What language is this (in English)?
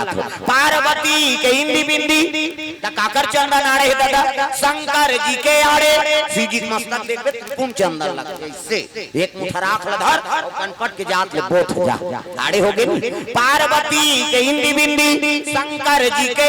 Chhattisgarhi